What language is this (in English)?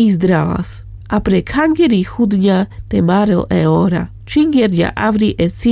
Carpathian Romani